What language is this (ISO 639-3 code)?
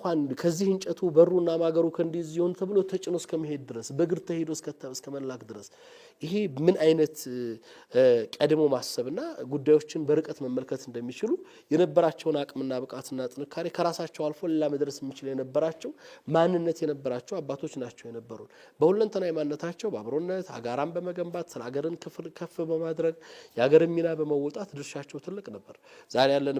amh